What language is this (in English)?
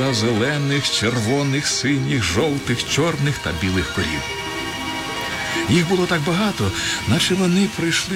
Ukrainian